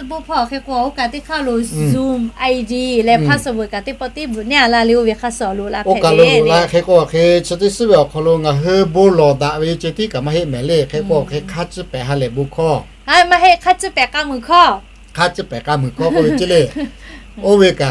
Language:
Lahu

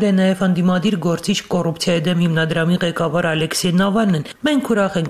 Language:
Armenian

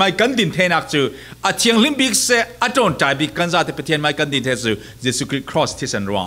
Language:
Falam Chin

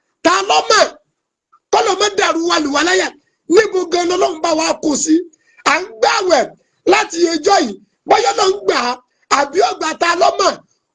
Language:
Yoruba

